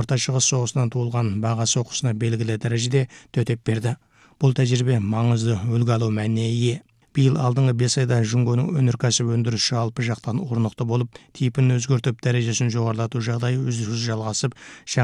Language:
Kazakh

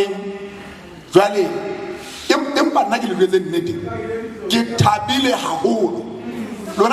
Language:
Southern Sotho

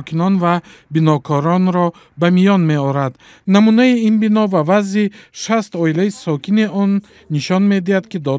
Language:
Tajik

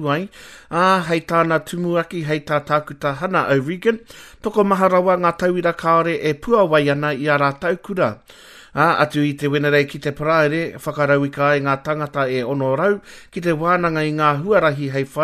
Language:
Māori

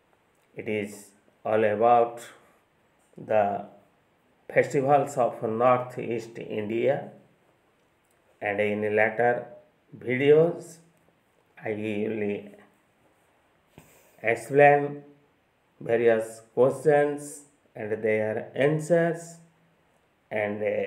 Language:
Odia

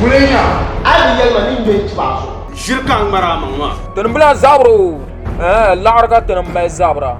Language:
Dagbani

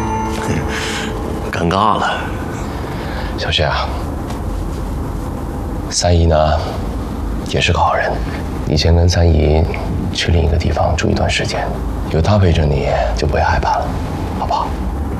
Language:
Chinese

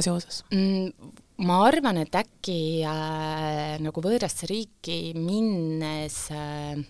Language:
Estonian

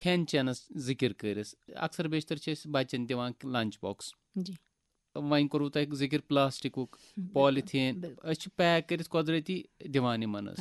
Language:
Kashmiri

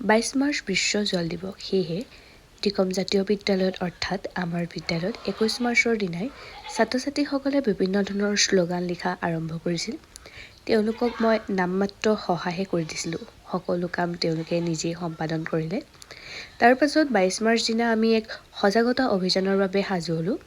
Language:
Assamese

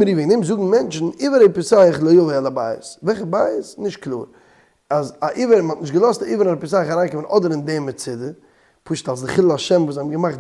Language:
Yiddish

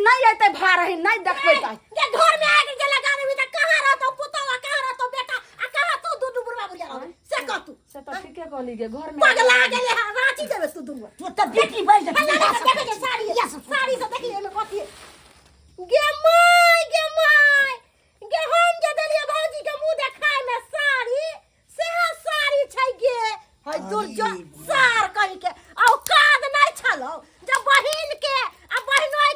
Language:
Maithili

